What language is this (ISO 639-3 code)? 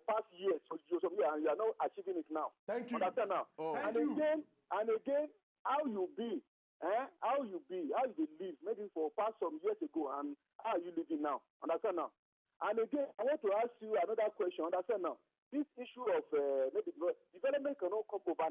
pcm